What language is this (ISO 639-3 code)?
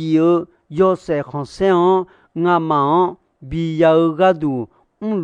ahk